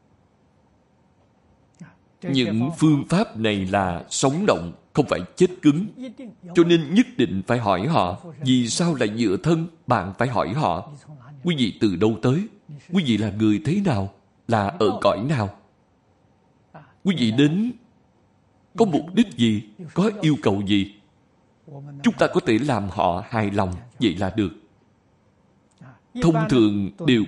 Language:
Vietnamese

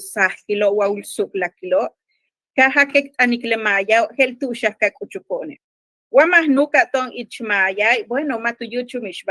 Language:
Yucateco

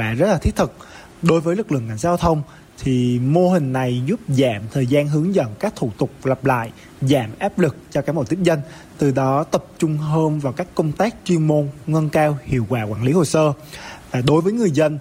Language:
Vietnamese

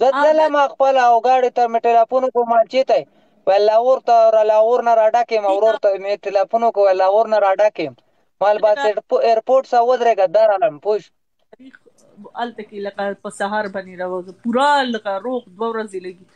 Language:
Pashto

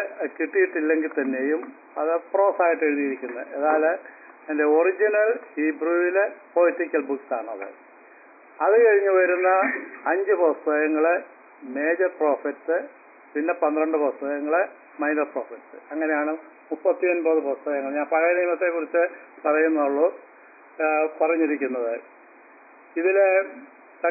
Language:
Malayalam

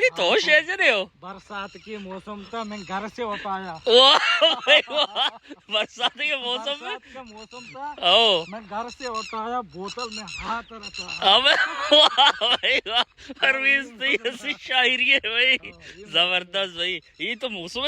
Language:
Baluchi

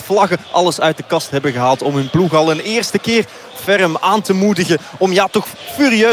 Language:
Dutch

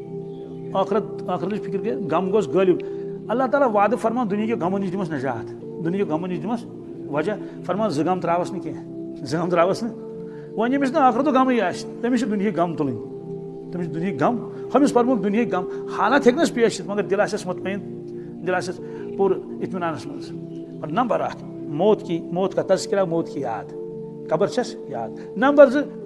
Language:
Kashmiri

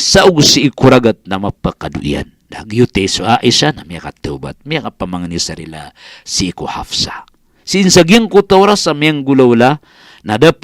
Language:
Maranao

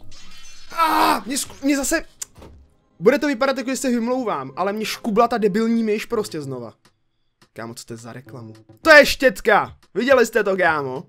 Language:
Czech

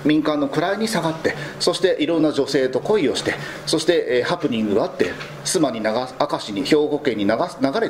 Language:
Japanese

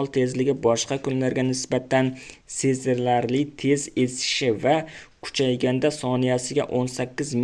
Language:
Uzbek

